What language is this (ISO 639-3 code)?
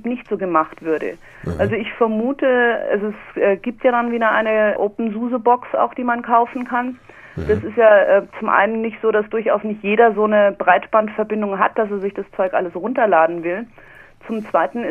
deu